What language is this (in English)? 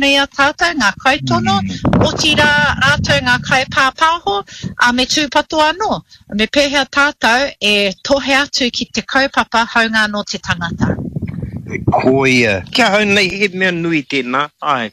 Māori